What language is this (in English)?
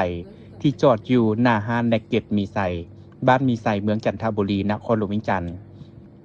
Lao